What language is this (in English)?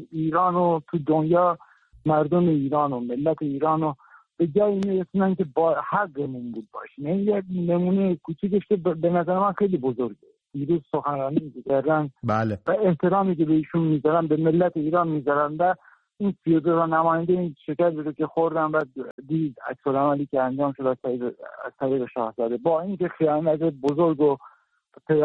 Persian